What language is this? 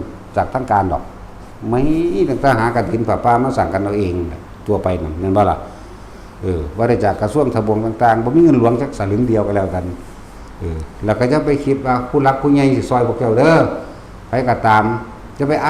Northeastern Thai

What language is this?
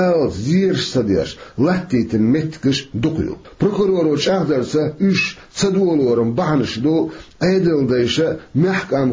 Chechen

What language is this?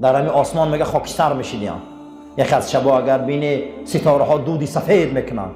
Tajik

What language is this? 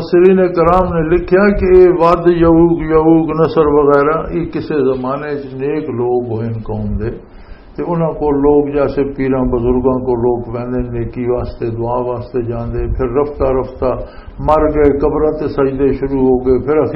Western Panjabi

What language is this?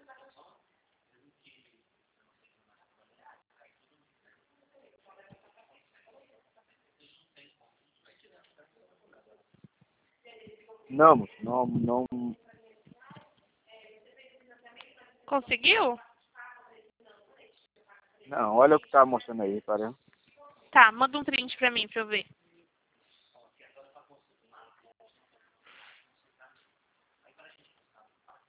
Portuguese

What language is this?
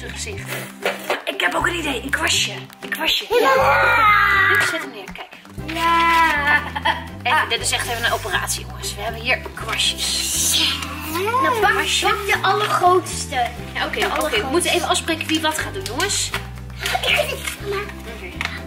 Dutch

